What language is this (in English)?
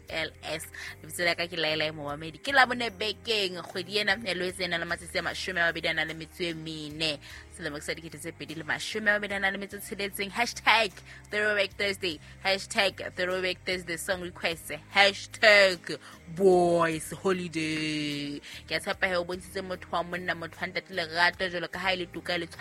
Southern Sotho